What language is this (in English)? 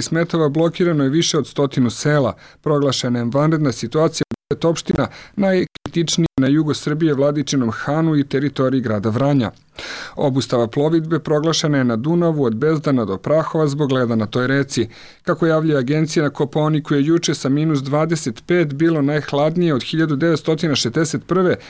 Serbian